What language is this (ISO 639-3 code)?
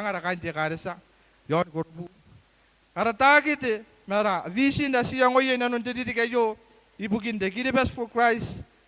gil